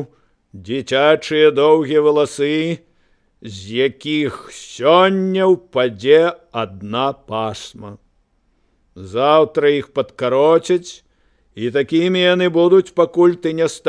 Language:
Belarusian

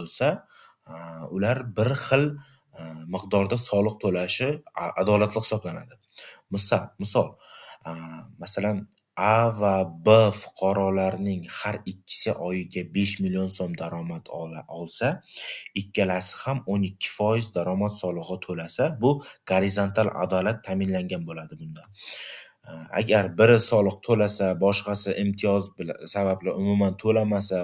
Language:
Uzbek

